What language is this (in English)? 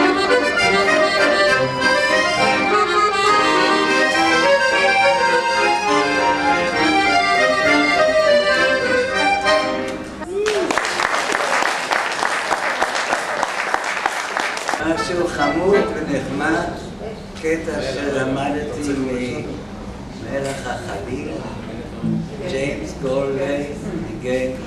Hebrew